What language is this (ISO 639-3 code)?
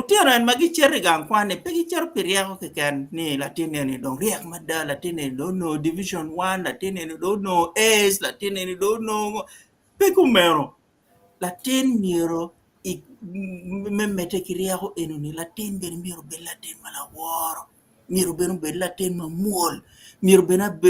ach